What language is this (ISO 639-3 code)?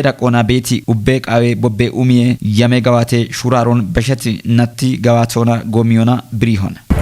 kbr